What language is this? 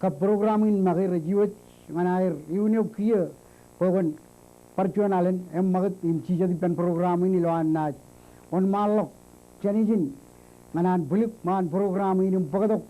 Marshallese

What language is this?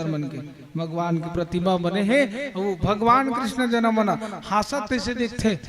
Chhattisgarhi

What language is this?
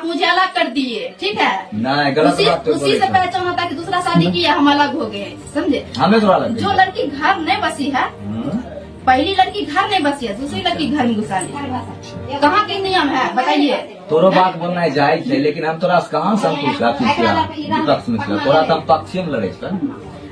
Maithili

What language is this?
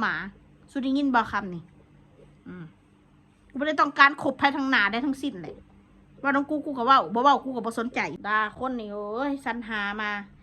Northeastern Thai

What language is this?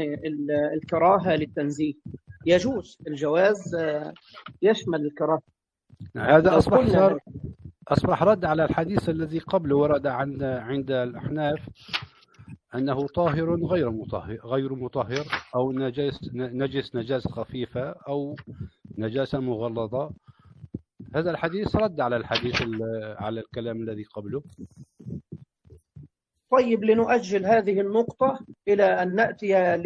Arabic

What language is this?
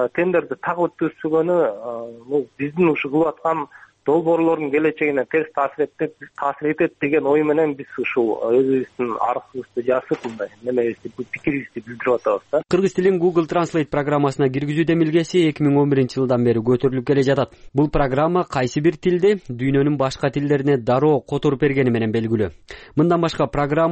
Kyrgyz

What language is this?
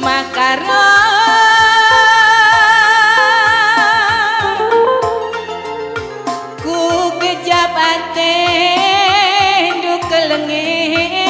Batak Karo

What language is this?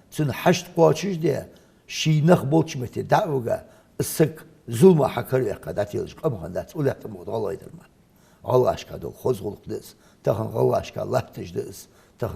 Ingush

